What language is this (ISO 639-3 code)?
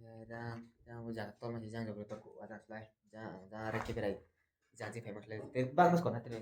ria